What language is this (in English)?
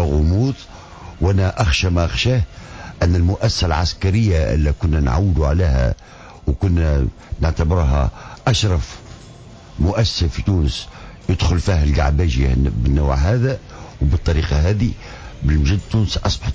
Tunisian Arabic